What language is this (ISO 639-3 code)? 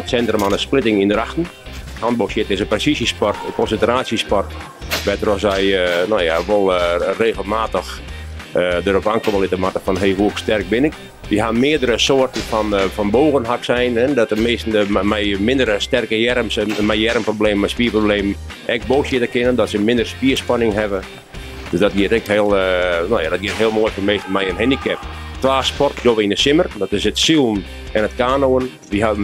fry